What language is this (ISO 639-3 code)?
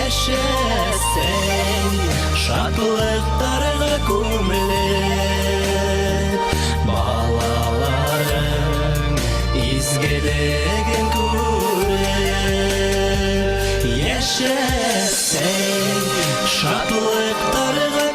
bak